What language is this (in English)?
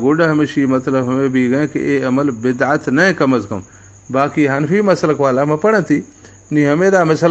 Baluchi